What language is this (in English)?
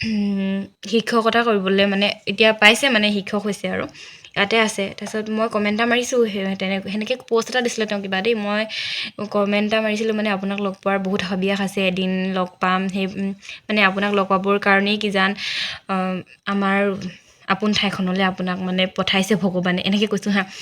Assamese